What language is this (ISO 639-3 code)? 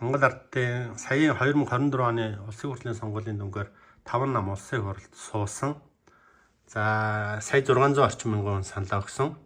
mon